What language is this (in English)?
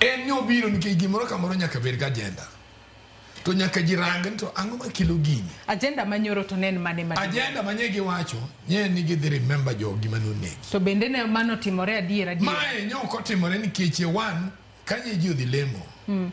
Luo (Kenya and Tanzania)